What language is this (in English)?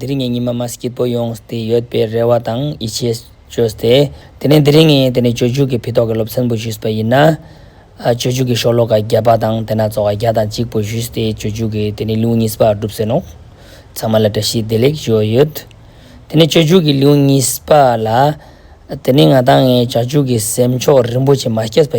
Ladakhi